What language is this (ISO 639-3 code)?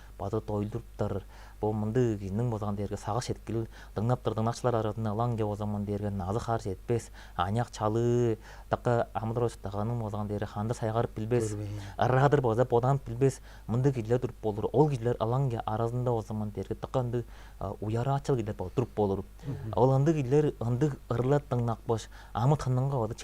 tyv